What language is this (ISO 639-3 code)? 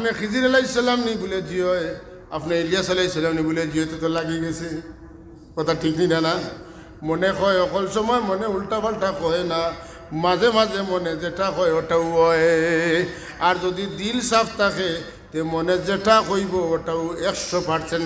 syl